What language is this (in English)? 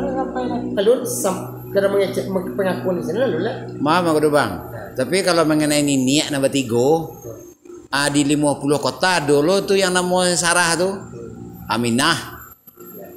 Minangkabau